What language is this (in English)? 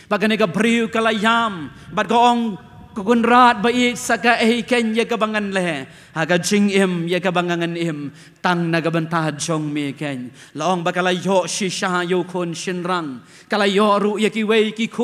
Khasi